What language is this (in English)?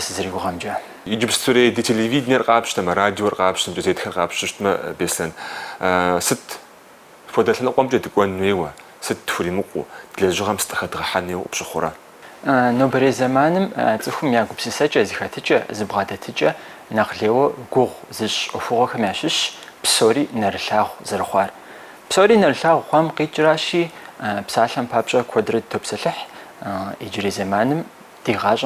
Kabardian